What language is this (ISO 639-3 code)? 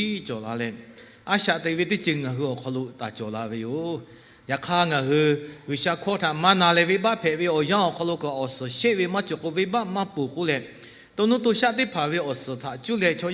lhu